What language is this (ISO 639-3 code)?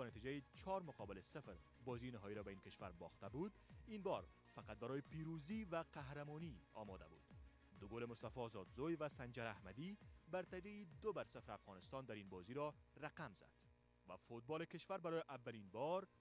fas